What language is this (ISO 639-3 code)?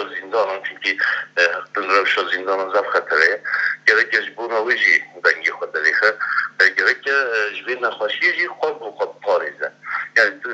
kur